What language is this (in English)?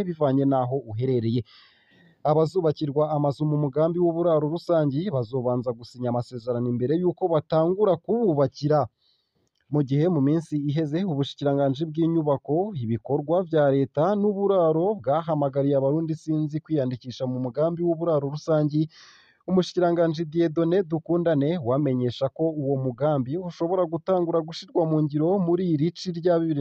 Rundi